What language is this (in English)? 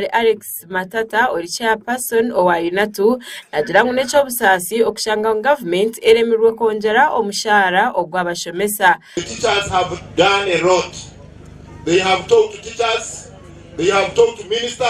Nyankole